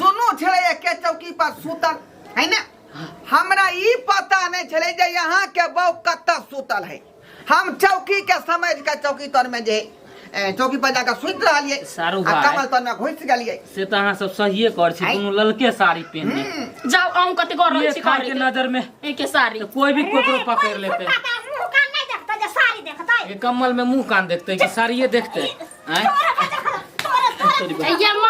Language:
Maithili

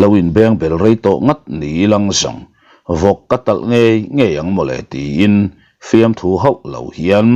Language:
Mizo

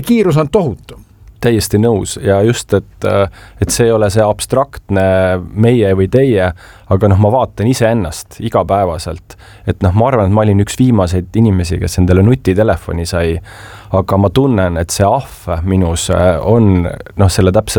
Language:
Estonian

